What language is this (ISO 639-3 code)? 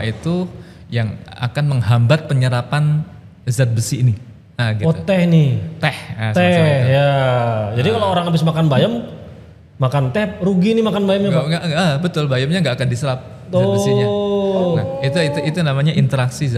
ind